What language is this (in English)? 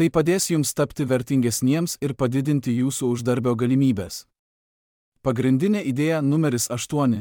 Lithuanian